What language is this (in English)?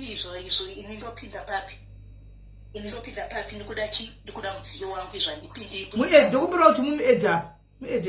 Shona